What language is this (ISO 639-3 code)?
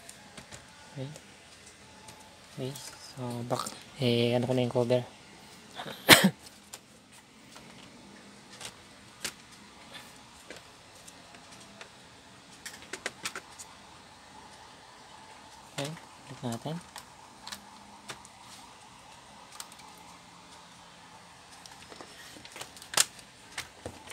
fil